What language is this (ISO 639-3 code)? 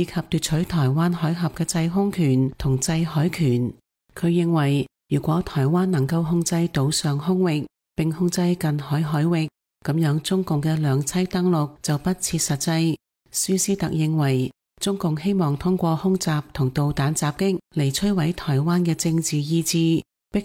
yue